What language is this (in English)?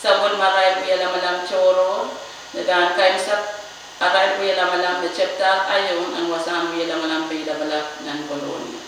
Pohnpeian